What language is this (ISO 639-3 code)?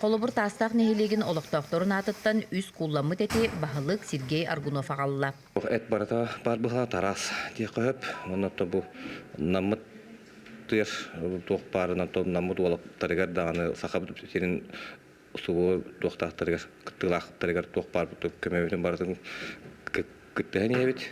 sah